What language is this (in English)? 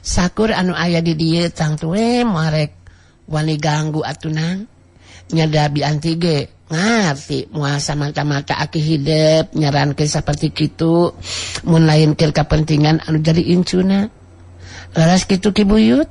Sundanese